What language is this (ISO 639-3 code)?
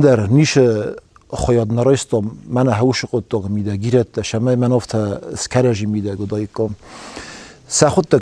oss